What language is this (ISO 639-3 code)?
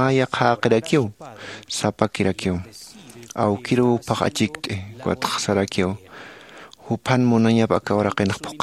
aym